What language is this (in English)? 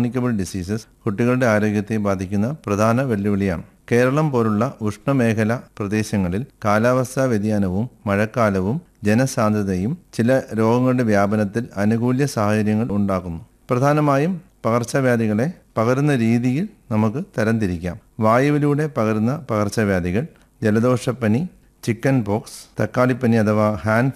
Malayalam